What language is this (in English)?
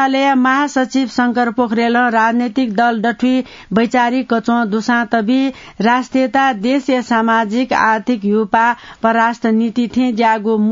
Newari